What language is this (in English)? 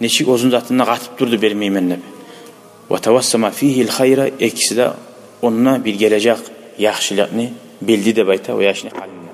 Kumyk